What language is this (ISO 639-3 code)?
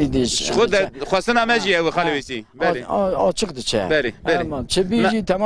kur